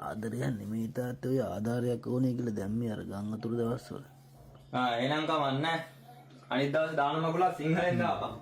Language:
Sinhala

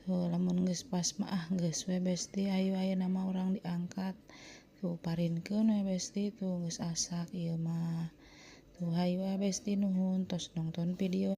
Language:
Sundanese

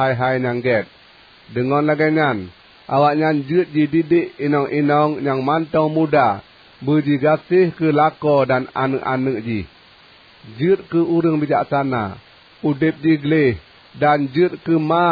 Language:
Achinese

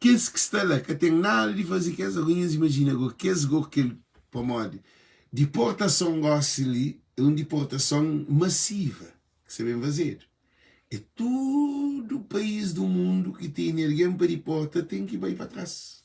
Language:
Kabuverdianu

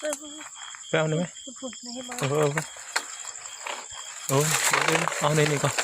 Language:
Northeastern Thai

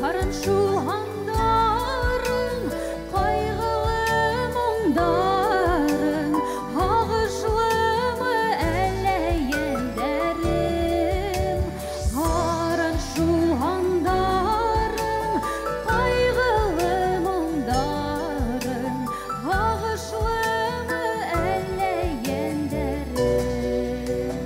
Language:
Bashkir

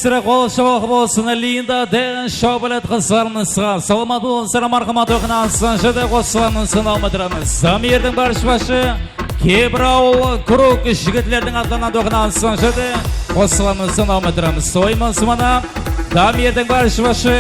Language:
Kara-Kalpak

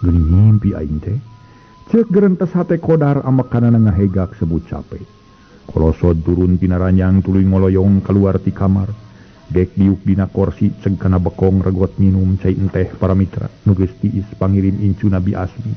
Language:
Sundanese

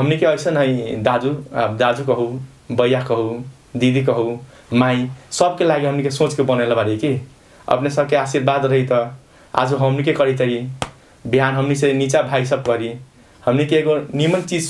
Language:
Bhojpuri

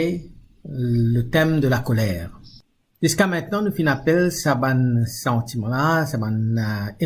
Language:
Morisyen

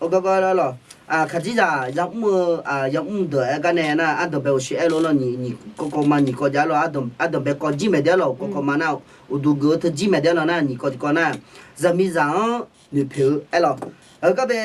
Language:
Akha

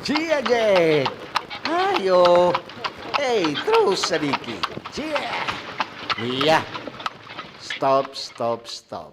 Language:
Manado Malay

